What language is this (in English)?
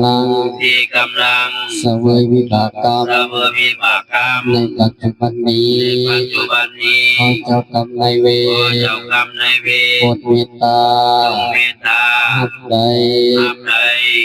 Northeastern Thai